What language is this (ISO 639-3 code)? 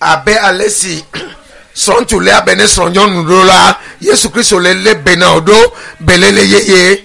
ewe